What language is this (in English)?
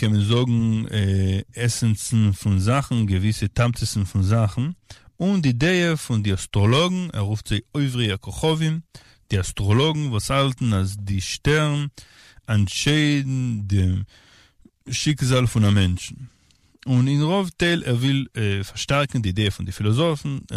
Yiddish